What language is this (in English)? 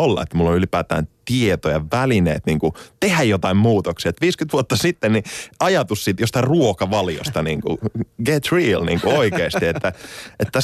Finnish